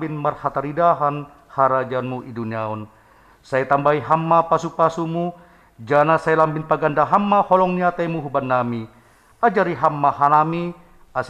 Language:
Batak Simalungun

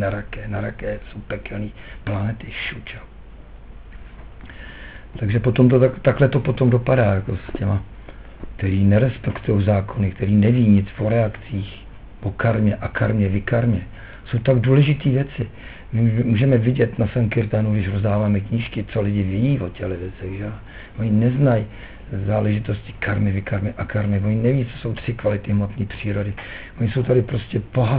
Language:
Czech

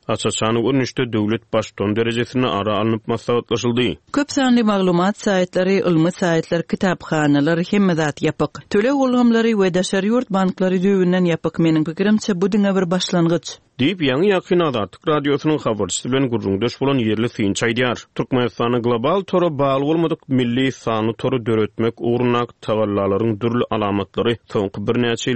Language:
Turkmen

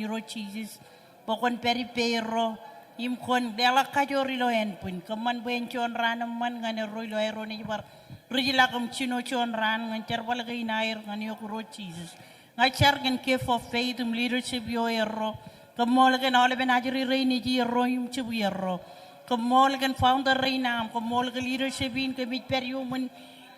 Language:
Marshallese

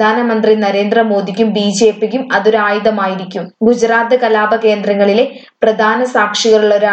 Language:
Malayalam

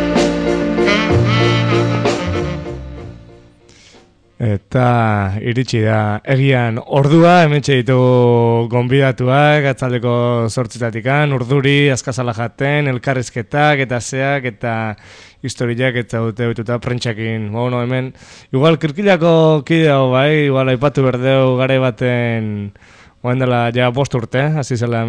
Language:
Basque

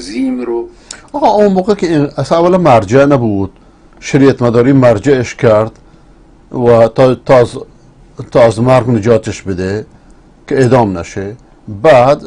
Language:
Persian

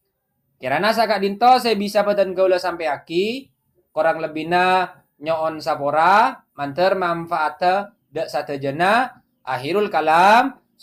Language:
Madurese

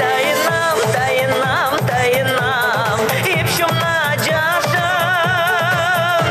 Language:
Chuvash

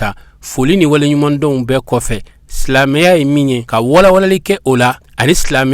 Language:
Bambara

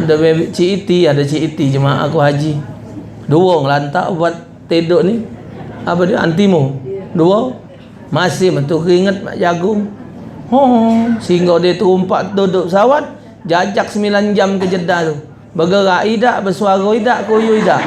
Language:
Musi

